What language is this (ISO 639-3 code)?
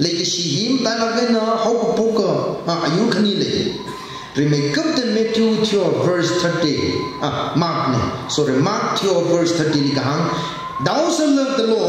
nmf